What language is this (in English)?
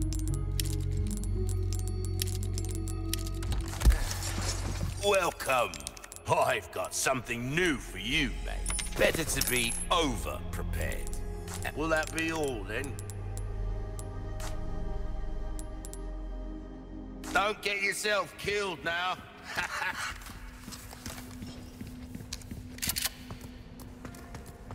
English